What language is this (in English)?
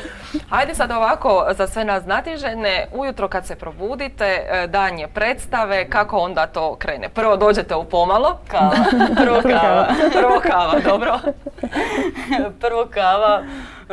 Croatian